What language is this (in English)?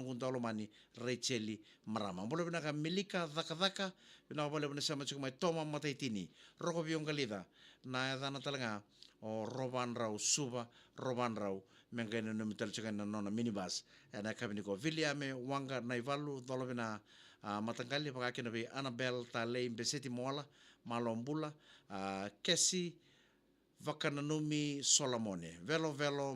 Fijian